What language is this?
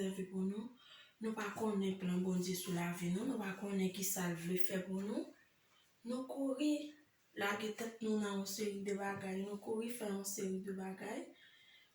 Haitian Creole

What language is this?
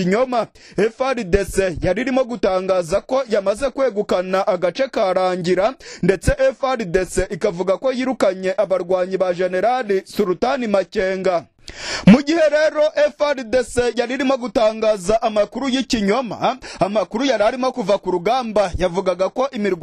Kinyarwanda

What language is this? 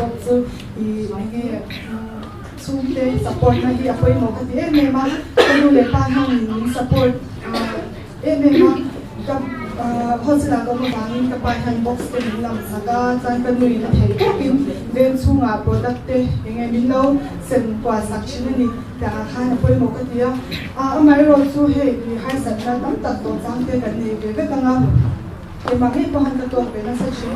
Mizo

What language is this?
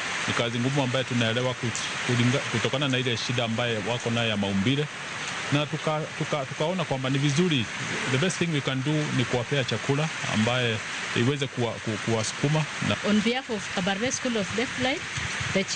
Luo (Kenya and Tanzania)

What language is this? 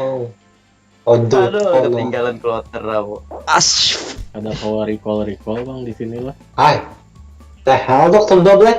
Banjar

